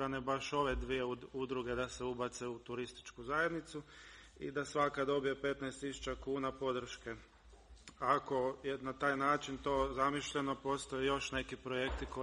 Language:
Croatian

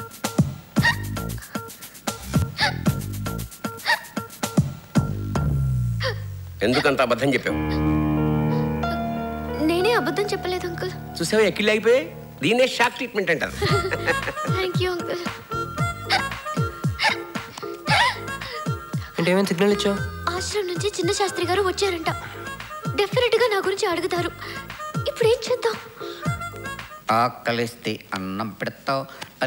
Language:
Telugu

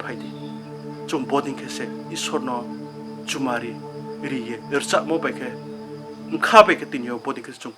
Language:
Riang (India)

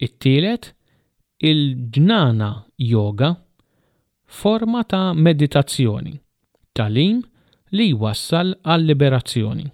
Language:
Maltese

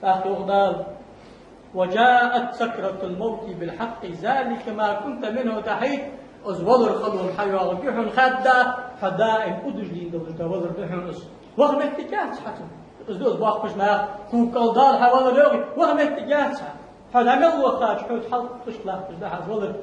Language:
Ingush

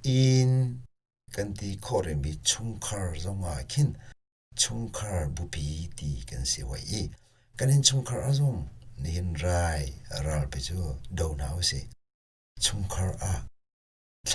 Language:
Hakha Chin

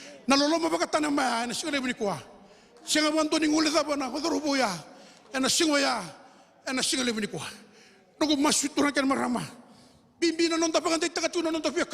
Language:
Fijian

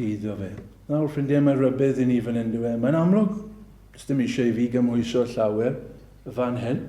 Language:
Welsh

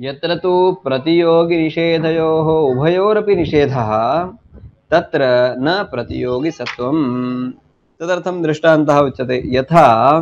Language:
Sanskrit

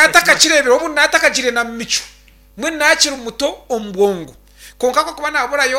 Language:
Nyankole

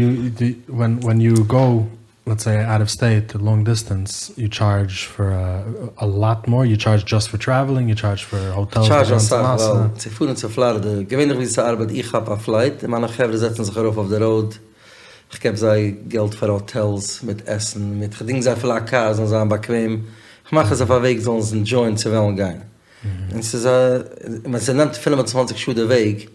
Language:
Yiddish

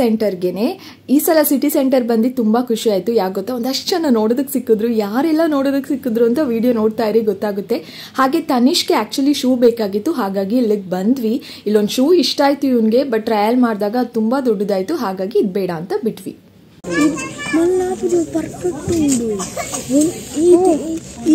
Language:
Kannada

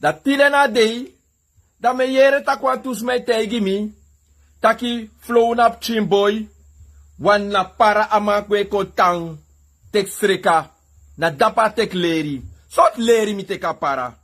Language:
Sranan Tongo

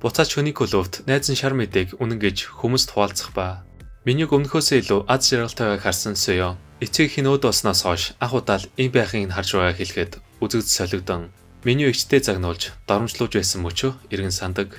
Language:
Mongolian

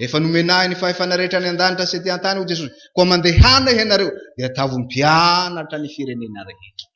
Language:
Malagasy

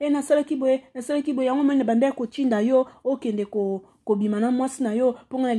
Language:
Lingala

